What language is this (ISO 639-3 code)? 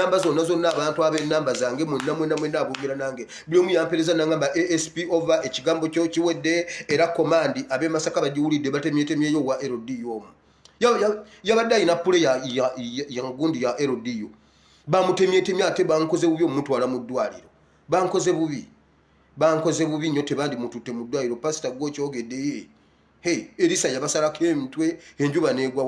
lug